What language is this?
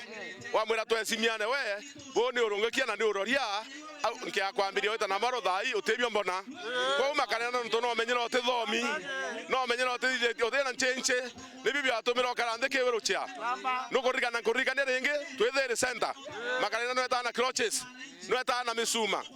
Meru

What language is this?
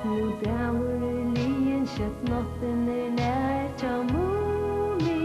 Faroese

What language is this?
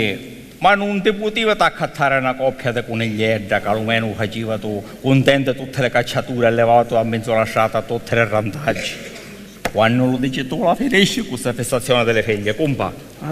Sicilian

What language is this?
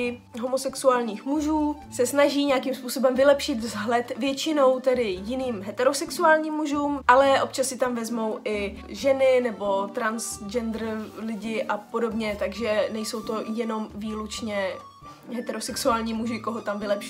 Czech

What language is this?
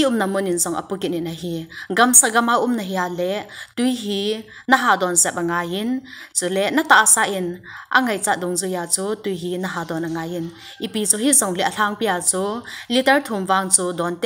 Thado Chin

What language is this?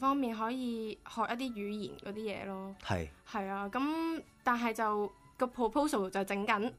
Cantonese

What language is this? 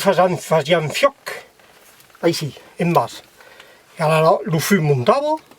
Occitan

